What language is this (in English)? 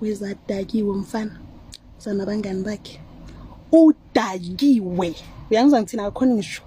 Zulu